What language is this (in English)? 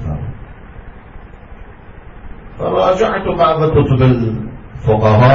Arabic